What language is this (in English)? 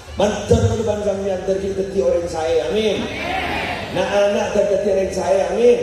Madurese